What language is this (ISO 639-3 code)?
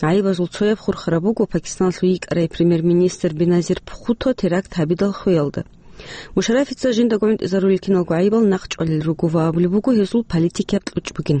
ava